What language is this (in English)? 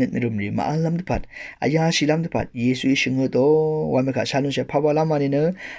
Rawang